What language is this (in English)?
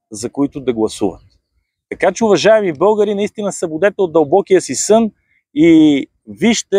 Bulgarian